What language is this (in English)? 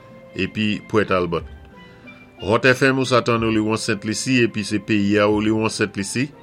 Saint Lucian Creole French